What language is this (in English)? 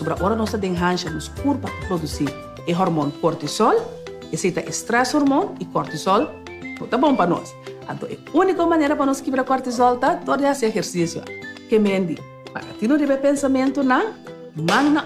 Papiamento